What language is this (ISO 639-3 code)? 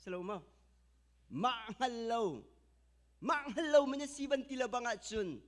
cnh